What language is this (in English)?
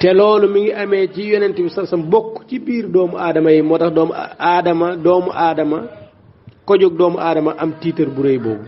Wolof